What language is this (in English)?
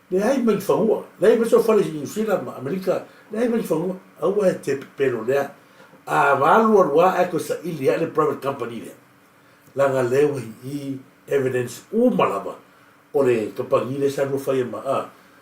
Samoan